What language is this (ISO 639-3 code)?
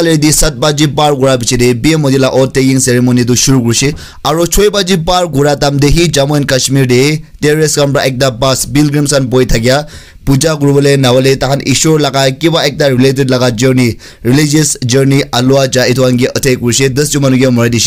nag